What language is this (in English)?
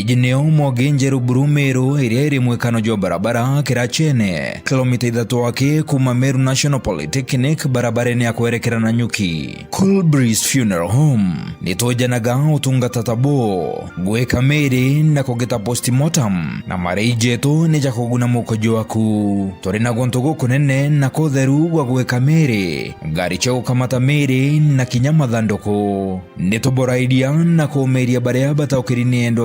Meru